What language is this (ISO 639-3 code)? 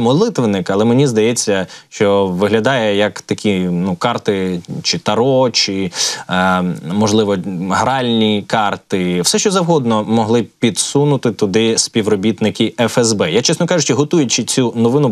ukr